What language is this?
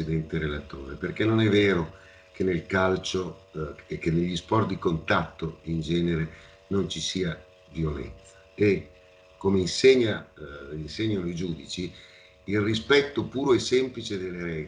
Italian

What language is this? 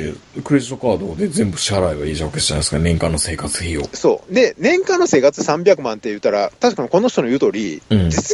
Japanese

